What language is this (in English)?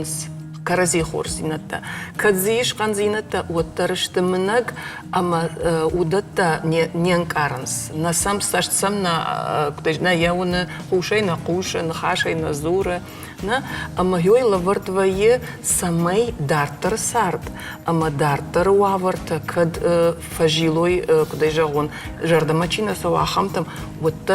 Ossetic